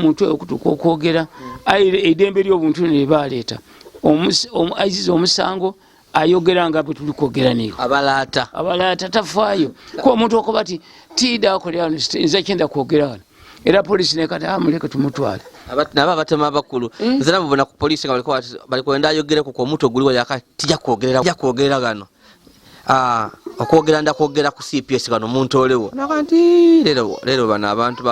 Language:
Ganda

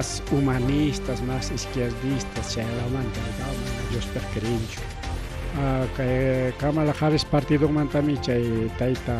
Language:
Ayacucho Quechua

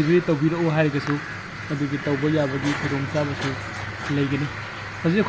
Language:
Manipuri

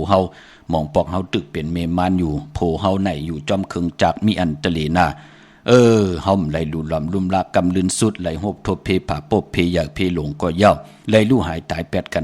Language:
Shan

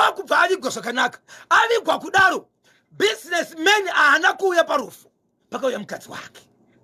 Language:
Shona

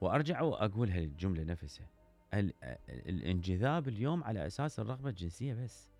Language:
Mesopotamian Arabic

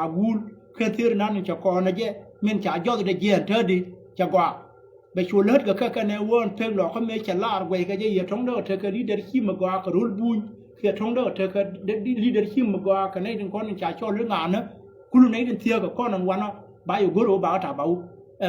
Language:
Nuer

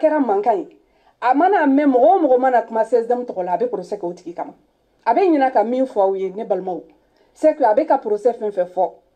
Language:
Bambara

